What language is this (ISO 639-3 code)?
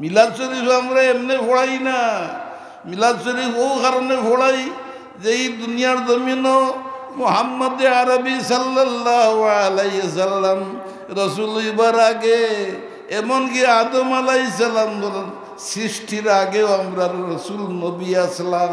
syl